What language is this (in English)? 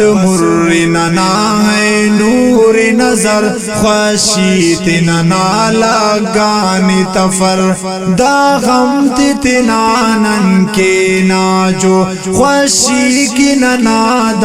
Brahui